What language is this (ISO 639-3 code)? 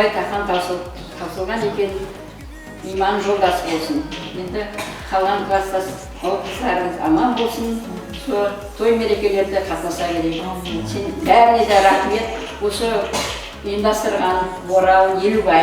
kaa